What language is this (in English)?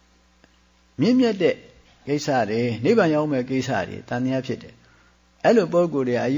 Burmese